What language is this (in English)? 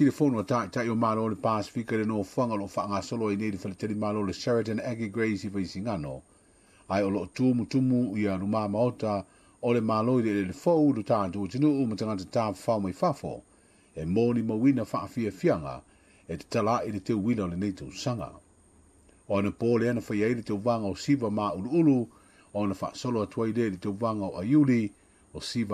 Samoan